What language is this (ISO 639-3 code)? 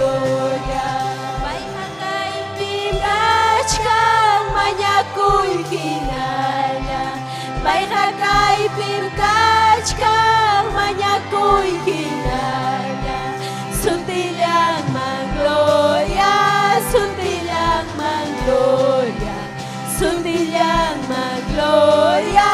quy